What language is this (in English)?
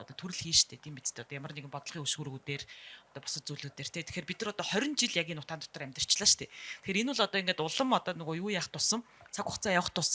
Mongolian